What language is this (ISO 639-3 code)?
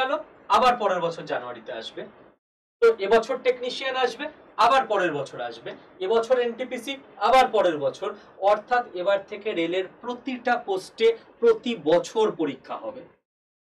ben